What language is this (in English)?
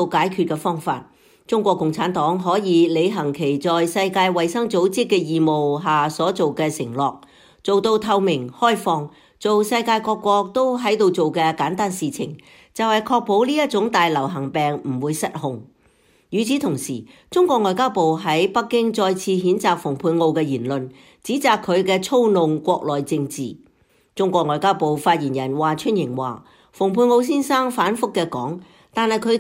Cantonese